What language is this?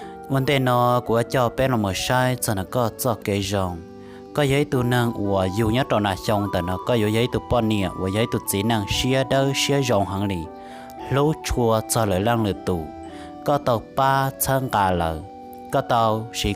Hmong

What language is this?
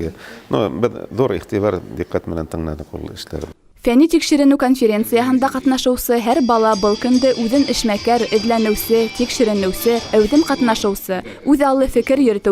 Bashkir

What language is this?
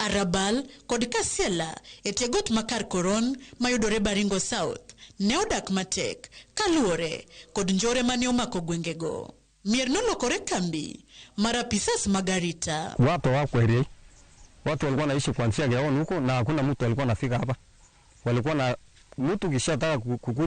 Luo (Kenya and Tanzania)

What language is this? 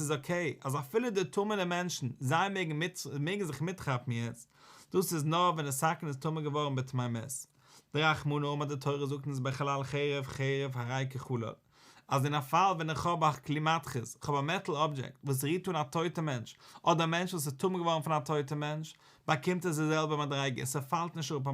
Yiddish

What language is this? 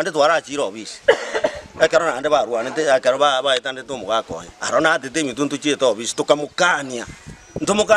Gusii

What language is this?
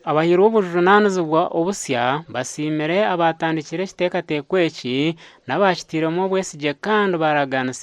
Nyankole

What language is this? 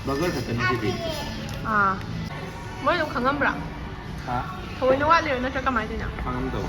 Manipuri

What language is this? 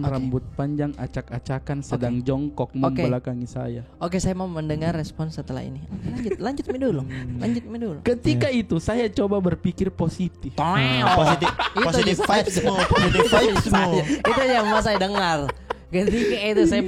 Makassar Malay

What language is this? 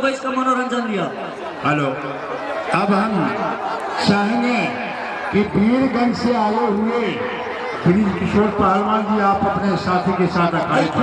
Maithili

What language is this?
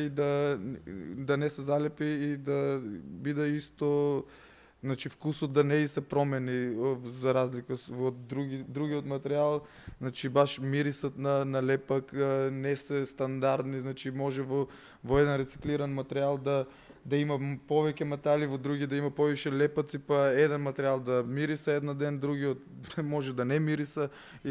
Macedonian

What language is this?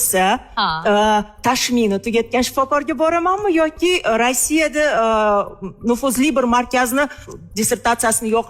Uzbek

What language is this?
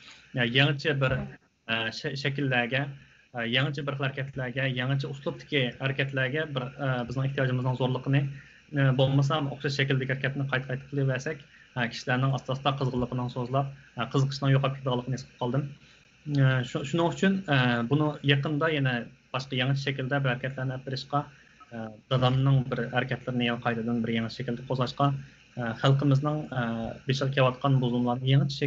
Uyghur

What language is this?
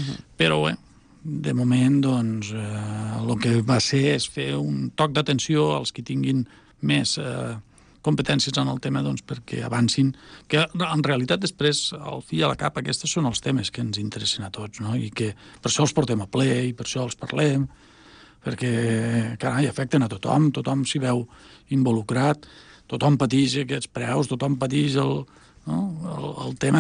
Catalan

